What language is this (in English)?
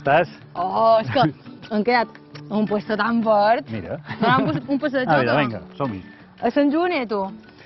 Catalan